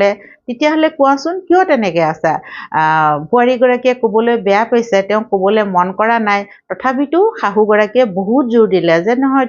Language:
Assamese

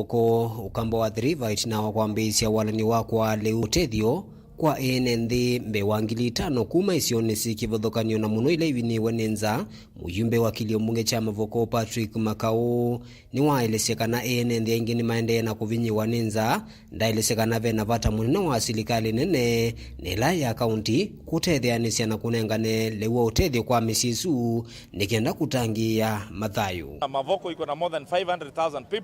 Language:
Kamba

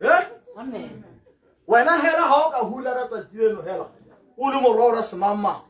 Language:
Tswana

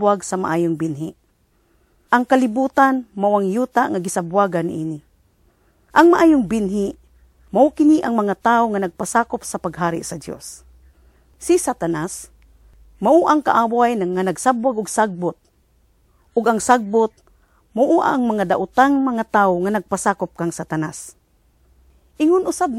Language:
Cebuano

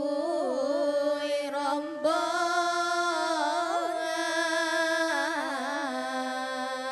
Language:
Minangkabau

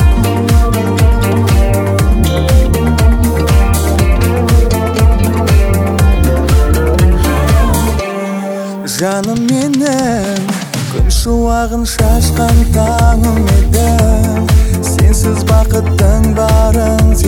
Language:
Kazakh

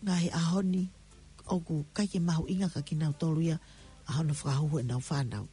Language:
Tongan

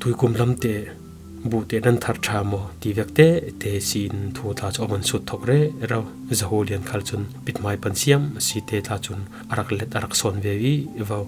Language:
Falam Chin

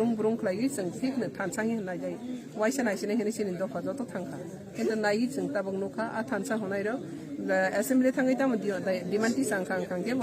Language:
Kok Borok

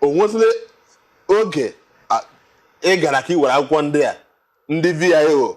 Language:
Igbo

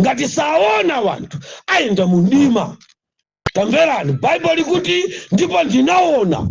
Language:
Nyanja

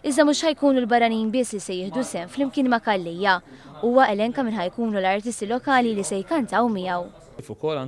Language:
Maltese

